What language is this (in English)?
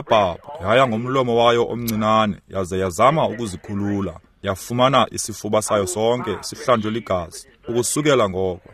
Xhosa